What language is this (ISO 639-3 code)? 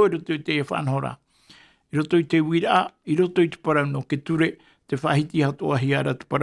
tah